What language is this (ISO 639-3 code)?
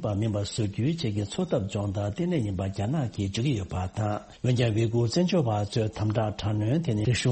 bod